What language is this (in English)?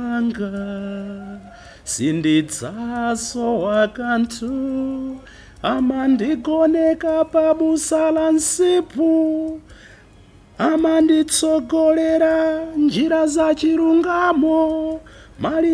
Nyanja